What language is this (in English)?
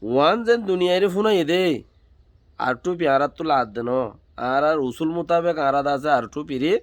Rohingya